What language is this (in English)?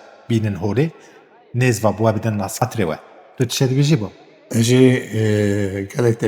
Kurdish